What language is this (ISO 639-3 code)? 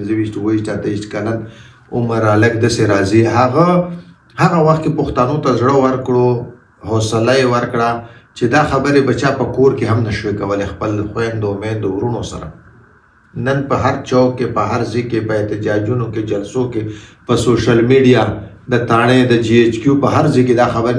pus